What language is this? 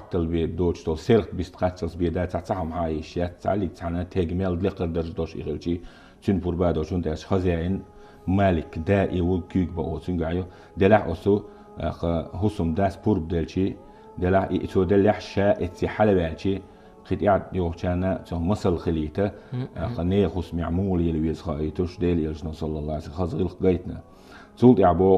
Chechen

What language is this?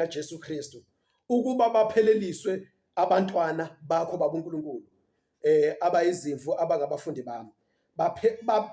Zulu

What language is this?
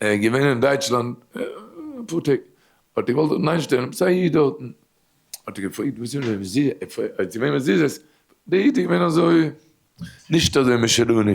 Yiddish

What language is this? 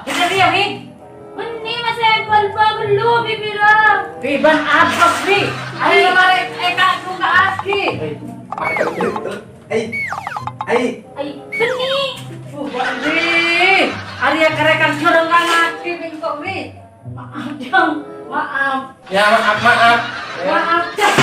Madurese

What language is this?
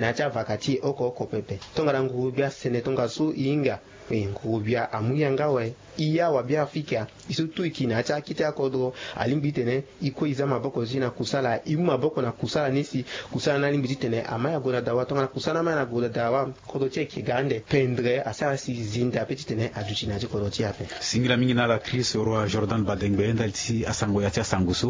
Sango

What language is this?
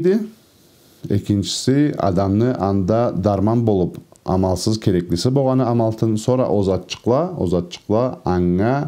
Karachay-Balkar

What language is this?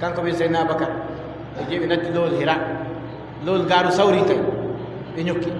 Adamawa Fulfulde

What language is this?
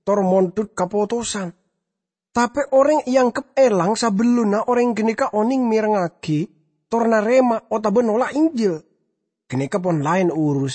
Madurese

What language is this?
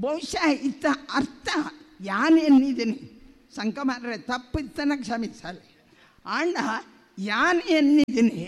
Tulu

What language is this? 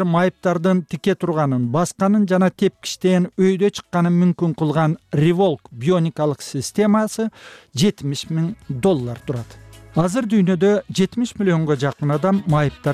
Kyrgyz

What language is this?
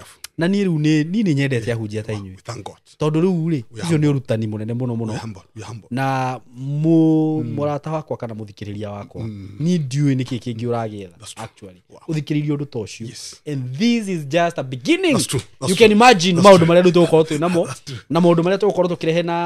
Kikuyu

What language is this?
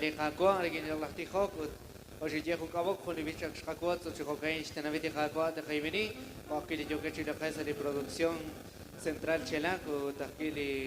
Kekchí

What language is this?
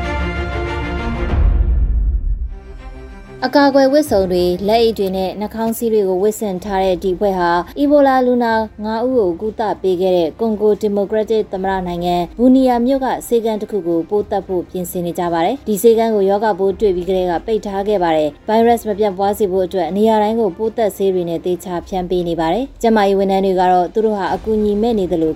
Burmese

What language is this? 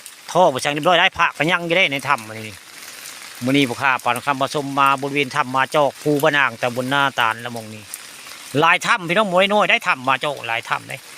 Northeastern Thai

